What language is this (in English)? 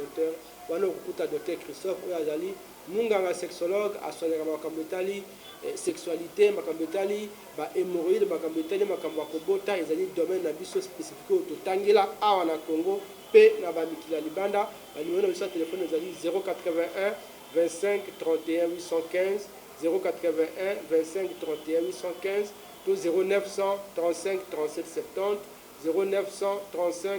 Lingala